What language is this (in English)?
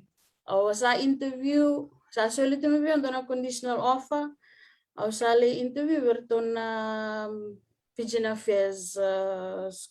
Fijian